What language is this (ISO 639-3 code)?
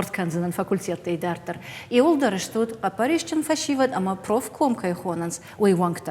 oss